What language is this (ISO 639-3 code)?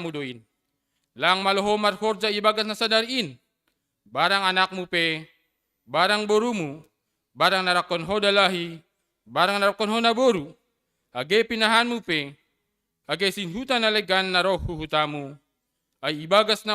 bts